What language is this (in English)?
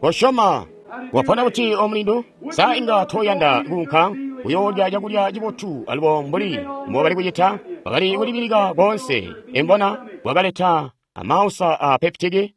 Tonga (Zambia)